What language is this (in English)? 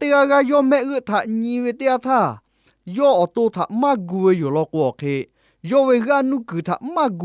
Lahu